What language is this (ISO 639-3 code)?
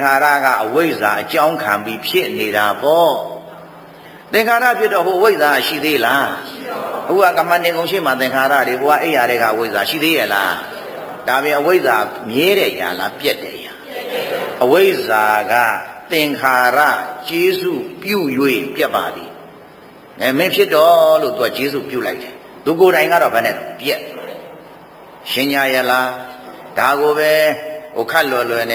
mya